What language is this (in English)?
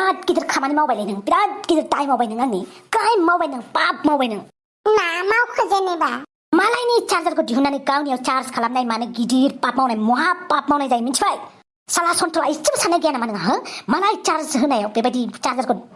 Bodo